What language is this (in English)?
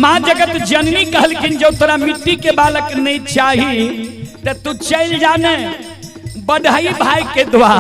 Maithili